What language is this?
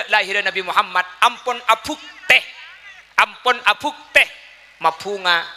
Madurese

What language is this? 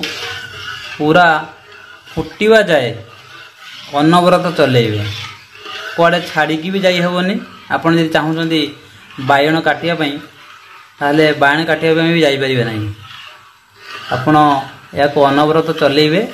Odia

